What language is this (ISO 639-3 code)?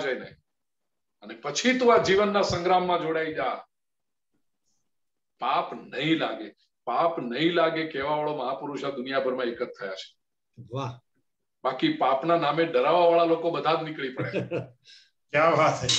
guj